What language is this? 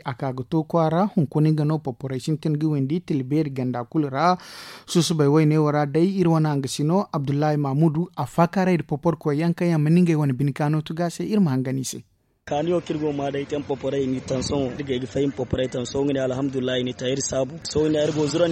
Zarma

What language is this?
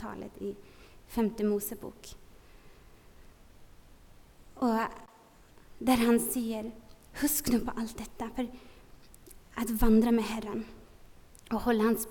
Norwegian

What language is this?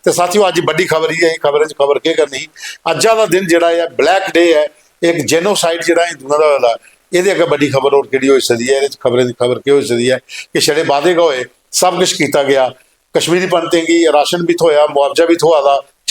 Dogri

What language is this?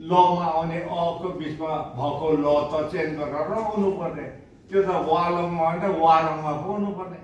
Nepali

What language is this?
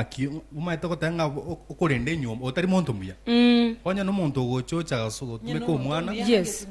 Gusii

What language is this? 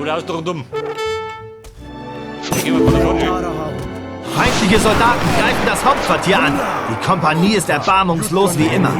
Bavarian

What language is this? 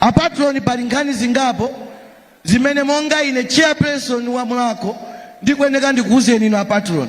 Nyanja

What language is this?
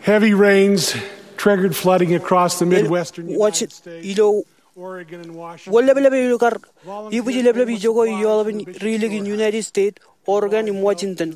Marshallese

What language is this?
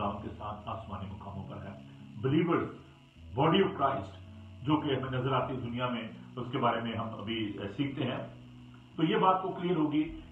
Urdu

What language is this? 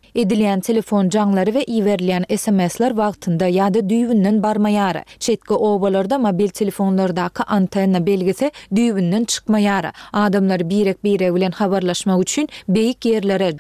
Turkmen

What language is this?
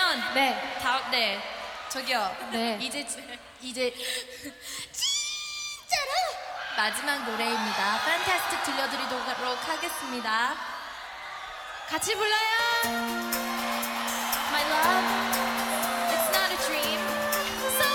Korean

